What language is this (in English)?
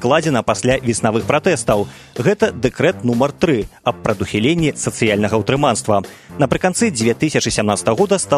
Belarusian